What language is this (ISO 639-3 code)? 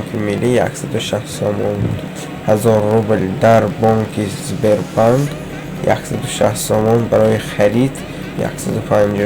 tgk